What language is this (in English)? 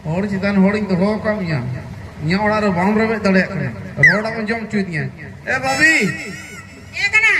Santali